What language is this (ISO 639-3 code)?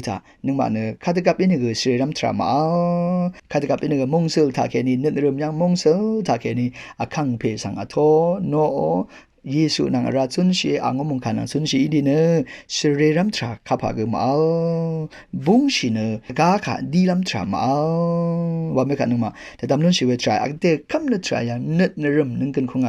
raw